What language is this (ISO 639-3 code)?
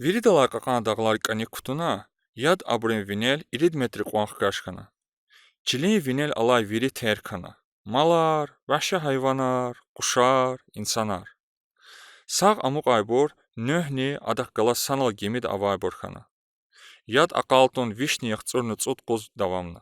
lez